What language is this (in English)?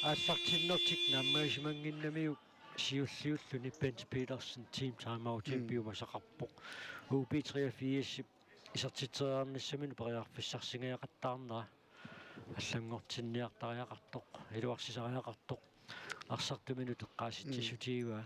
Kalaallisut